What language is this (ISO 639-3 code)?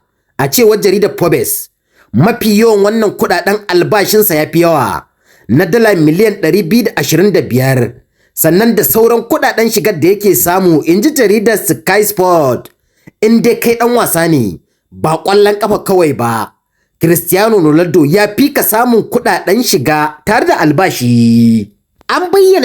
hau